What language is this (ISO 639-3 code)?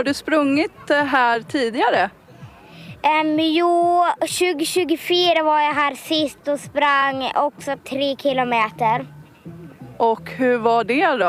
swe